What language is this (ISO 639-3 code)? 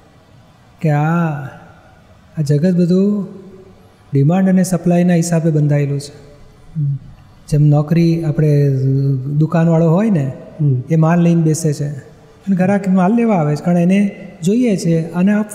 guj